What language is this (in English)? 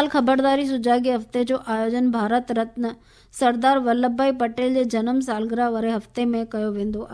Sindhi